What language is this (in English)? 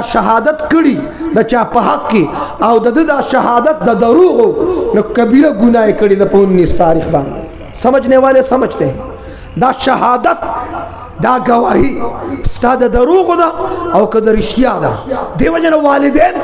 Pashto